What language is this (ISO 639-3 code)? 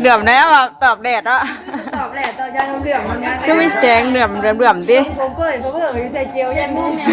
tts